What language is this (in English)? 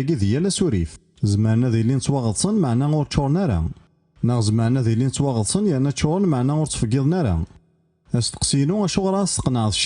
Kabyle